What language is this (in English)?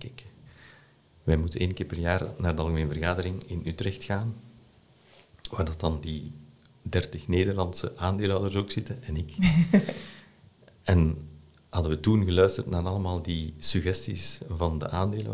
Dutch